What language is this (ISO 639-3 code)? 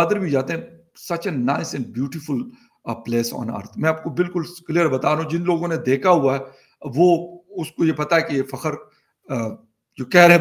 urd